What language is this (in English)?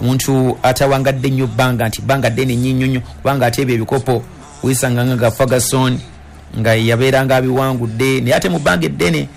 Ganda